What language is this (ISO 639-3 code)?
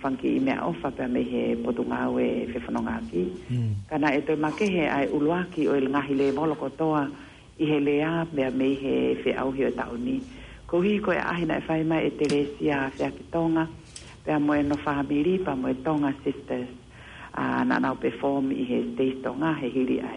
ton